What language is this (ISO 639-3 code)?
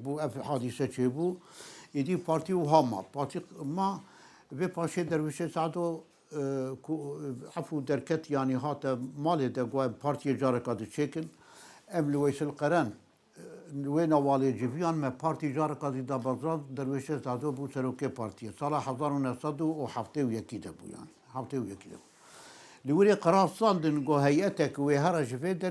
kur